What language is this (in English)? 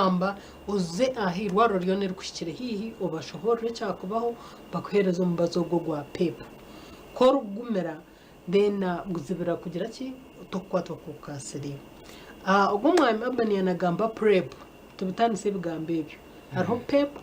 Nyankole